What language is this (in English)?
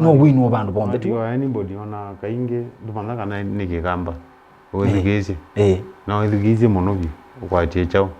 Kamba